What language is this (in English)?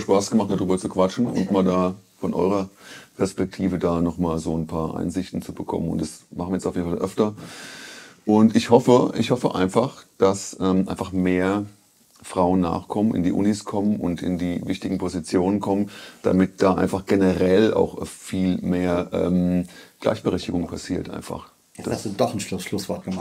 German